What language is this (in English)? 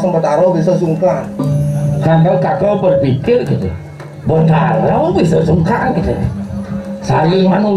Balinese